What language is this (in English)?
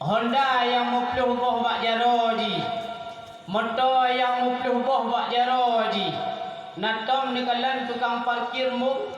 Achinese